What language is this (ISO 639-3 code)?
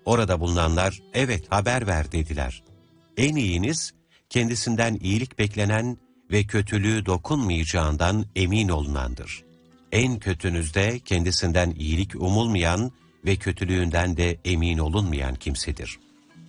tur